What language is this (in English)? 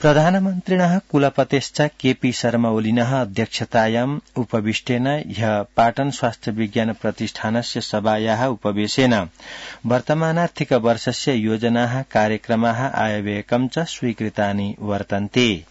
Sanskrit